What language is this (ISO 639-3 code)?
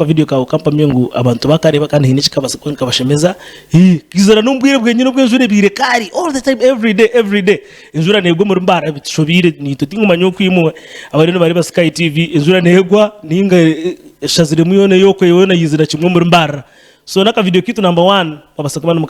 nyn